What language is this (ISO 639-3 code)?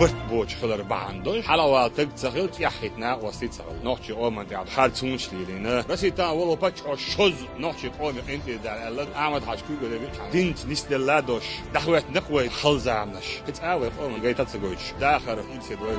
che